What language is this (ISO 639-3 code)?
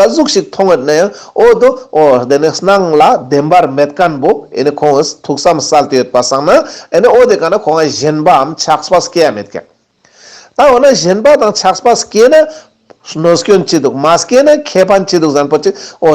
lbj